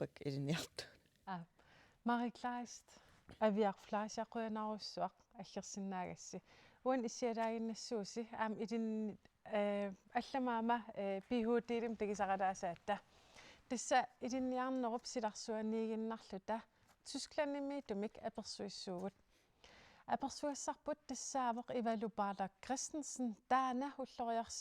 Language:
Kalaallisut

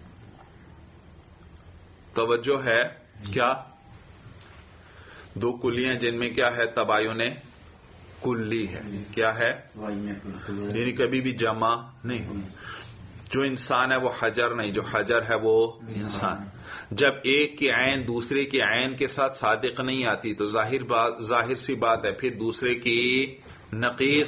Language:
Urdu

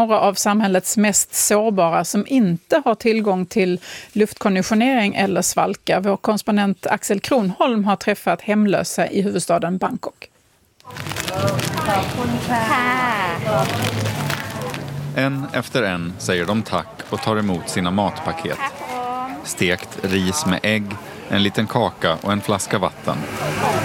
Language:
Swedish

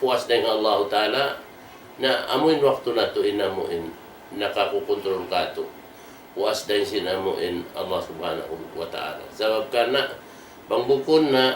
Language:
Tausug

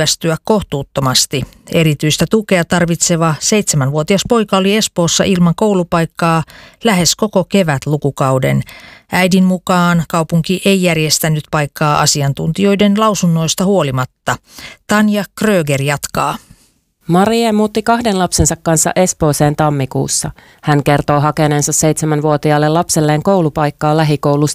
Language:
Finnish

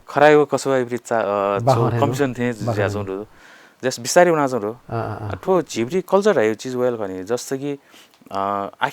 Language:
Newari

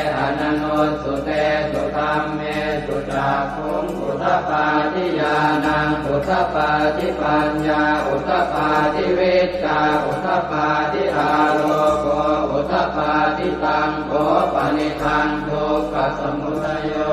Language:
Pali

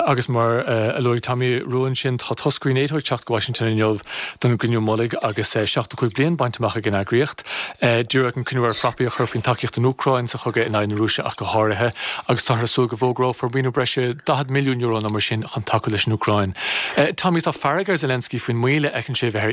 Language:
Irish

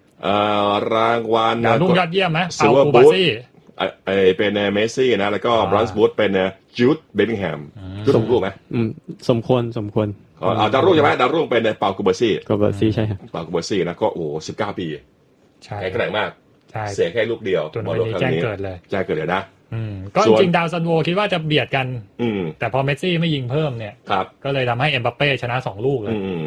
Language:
Thai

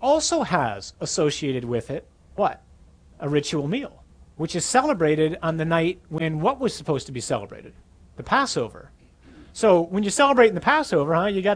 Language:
English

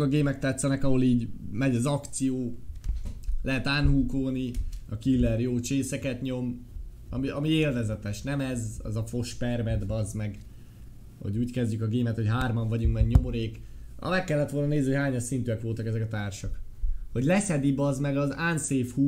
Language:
Hungarian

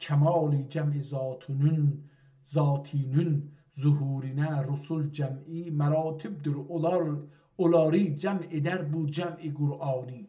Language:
South Azerbaijani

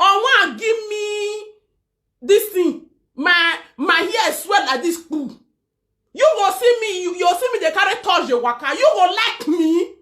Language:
Nigerian Pidgin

